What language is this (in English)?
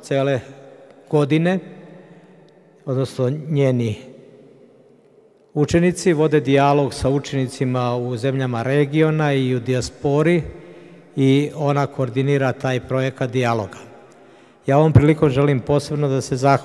Serbian